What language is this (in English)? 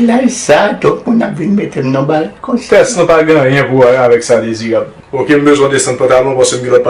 Haitian Creole